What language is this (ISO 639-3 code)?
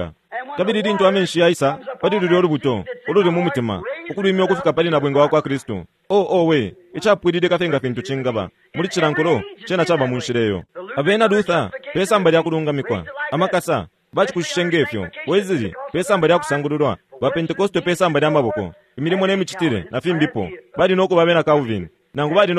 bem